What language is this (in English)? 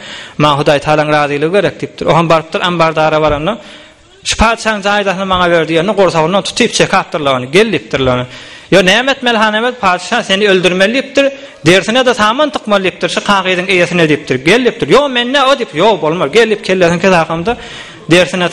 Turkmen